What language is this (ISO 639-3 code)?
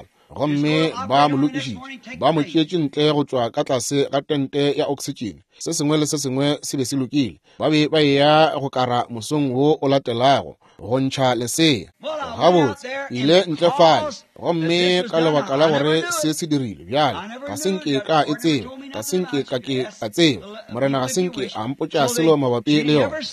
nso